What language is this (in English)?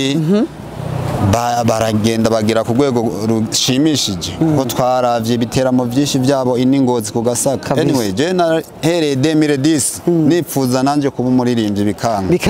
Rundi